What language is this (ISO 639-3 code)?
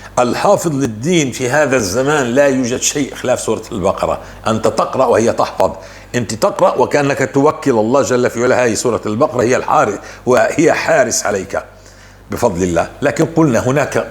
apc